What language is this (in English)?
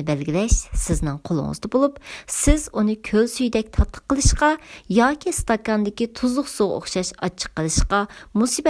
Uyghur